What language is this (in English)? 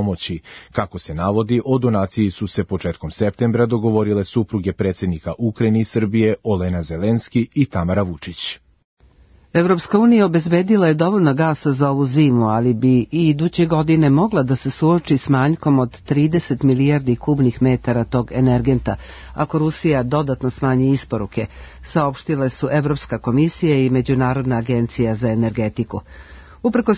Serbian